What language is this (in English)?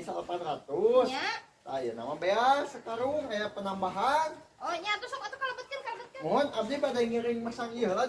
Sundanese